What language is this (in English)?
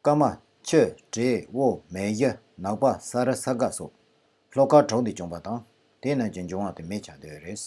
Tibetan